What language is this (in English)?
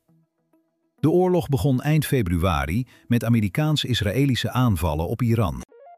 Dutch